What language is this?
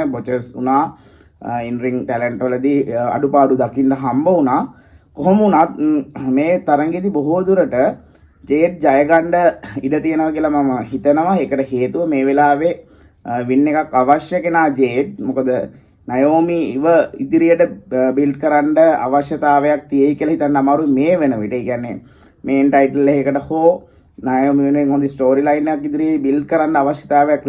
Sinhala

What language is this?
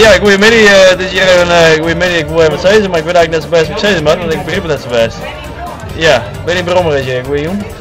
Western Frisian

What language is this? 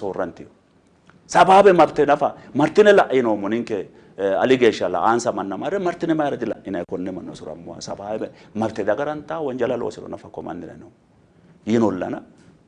Sidamo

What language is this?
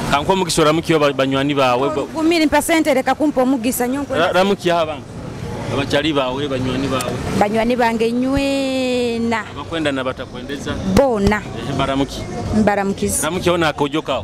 Nyoro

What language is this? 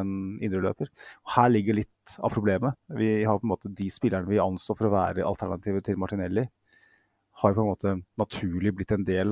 Norwegian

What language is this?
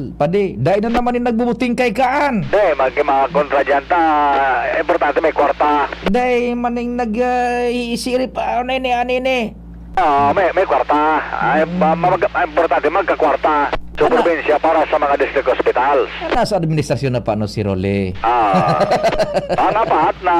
Bikol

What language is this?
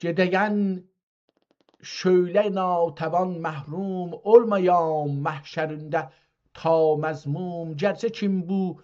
South Azerbaijani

